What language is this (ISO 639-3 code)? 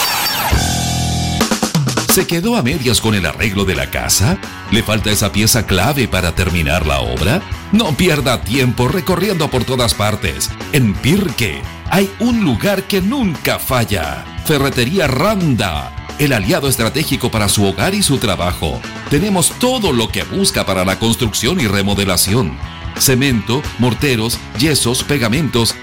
spa